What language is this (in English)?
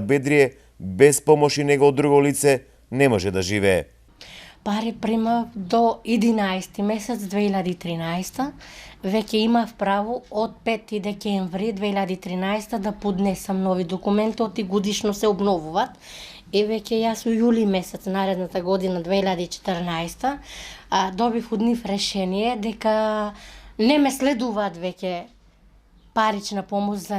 Macedonian